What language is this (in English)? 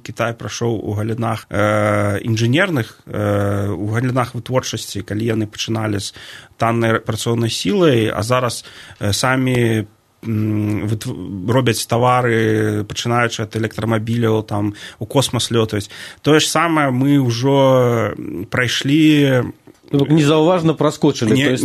Belarusian